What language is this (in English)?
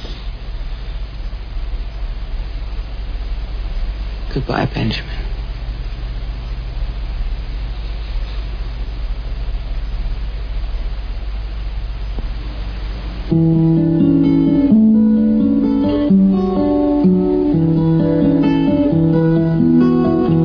English